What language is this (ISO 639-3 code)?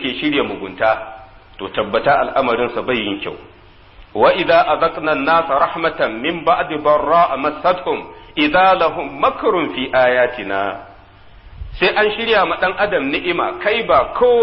hau